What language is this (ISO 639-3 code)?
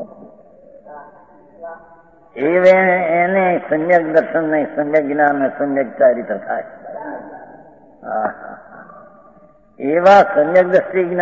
guj